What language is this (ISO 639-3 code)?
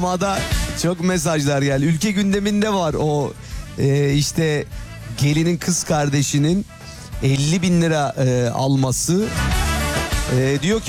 tur